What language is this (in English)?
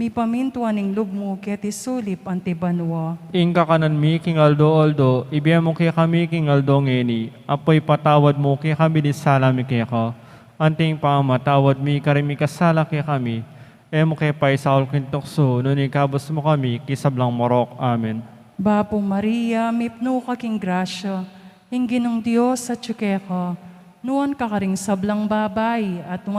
Pampanga